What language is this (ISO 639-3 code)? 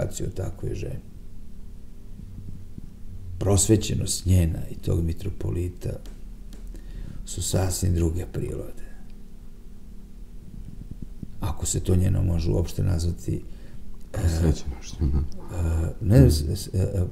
srp